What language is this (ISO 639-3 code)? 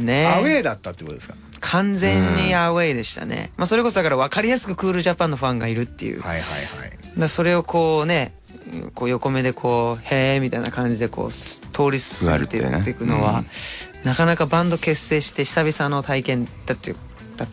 jpn